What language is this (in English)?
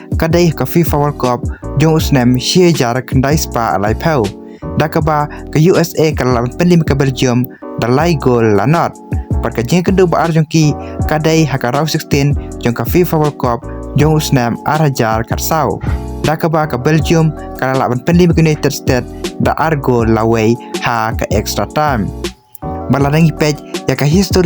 Khasi